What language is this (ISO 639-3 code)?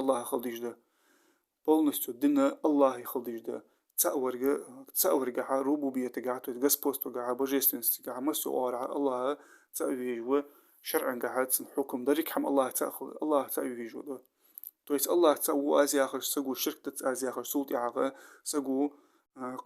inh